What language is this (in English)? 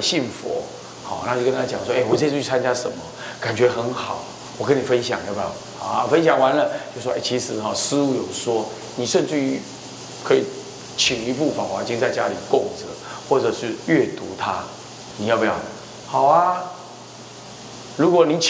Chinese